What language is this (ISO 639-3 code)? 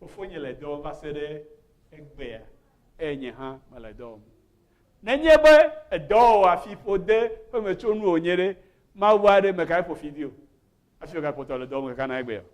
ewe